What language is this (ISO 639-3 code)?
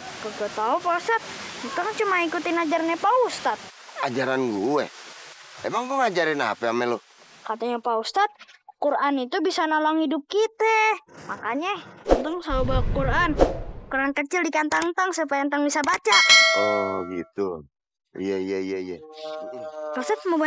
bew